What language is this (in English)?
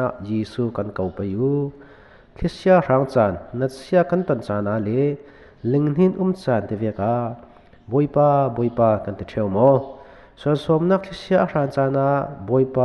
Falam Chin